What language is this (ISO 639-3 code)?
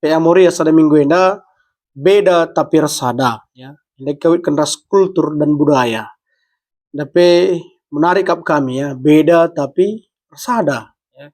btx